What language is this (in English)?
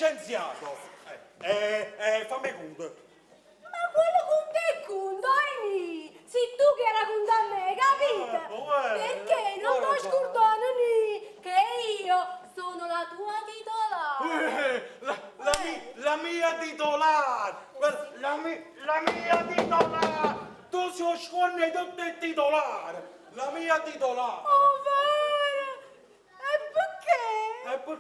Neapolitan